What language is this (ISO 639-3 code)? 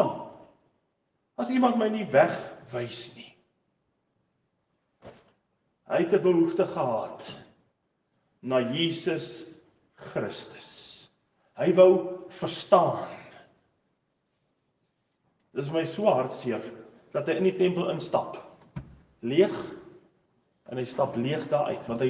afr